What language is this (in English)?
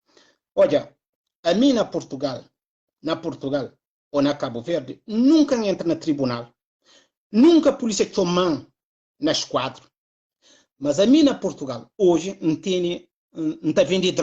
Kabuverdianu